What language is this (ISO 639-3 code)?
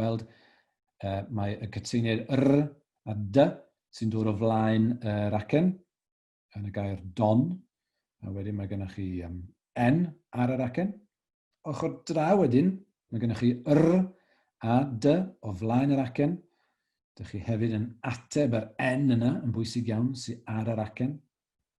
cym